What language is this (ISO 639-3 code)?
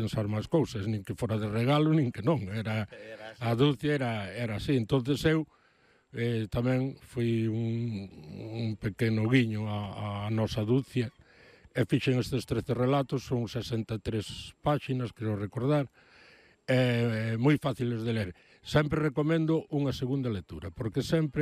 glg